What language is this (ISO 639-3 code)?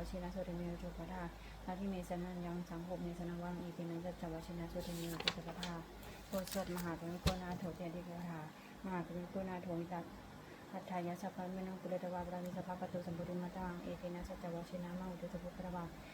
pli